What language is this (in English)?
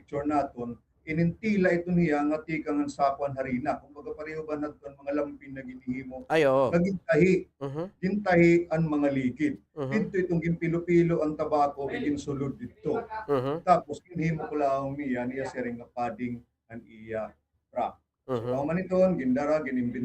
Waray